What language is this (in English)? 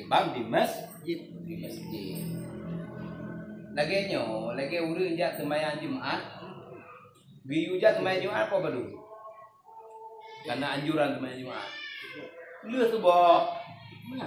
Malay